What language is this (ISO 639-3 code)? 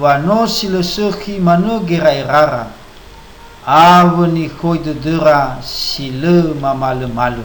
nia